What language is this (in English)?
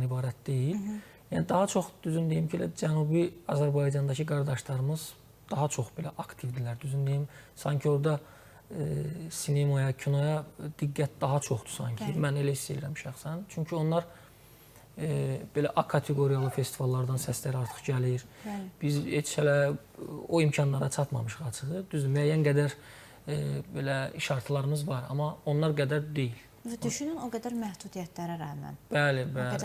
Azerbaijani